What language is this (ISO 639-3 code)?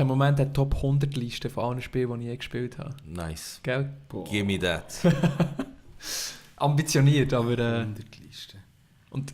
gsw